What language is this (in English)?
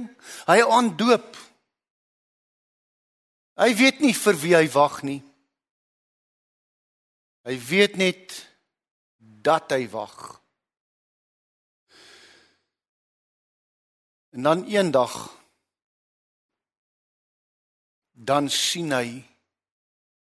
Afrikaans